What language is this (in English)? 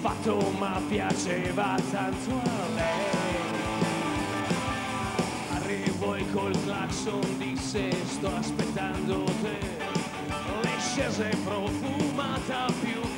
Italian